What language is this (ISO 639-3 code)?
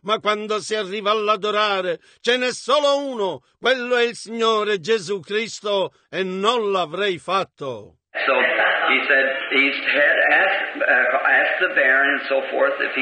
ita